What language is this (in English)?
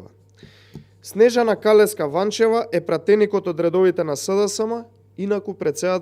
Macedonian